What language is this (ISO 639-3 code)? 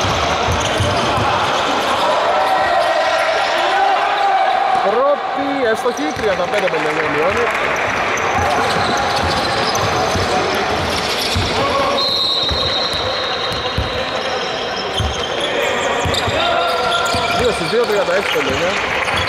ell